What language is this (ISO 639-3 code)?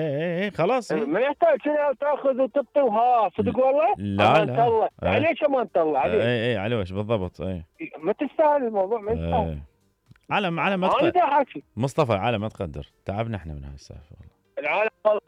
acm